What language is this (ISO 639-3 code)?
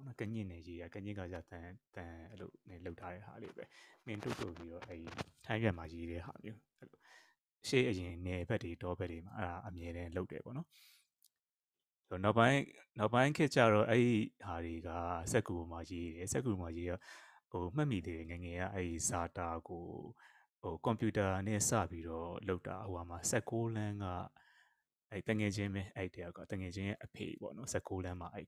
mya